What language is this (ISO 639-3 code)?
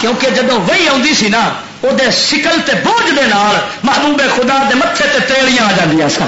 lah